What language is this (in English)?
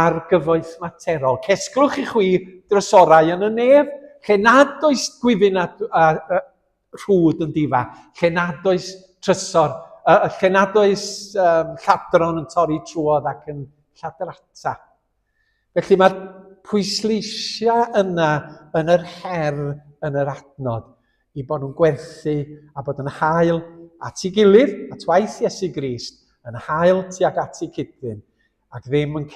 Welsh